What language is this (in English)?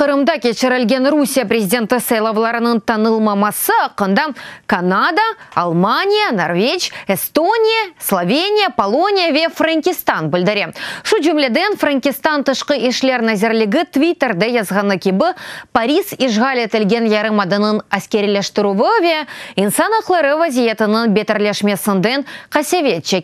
Crimean Tatar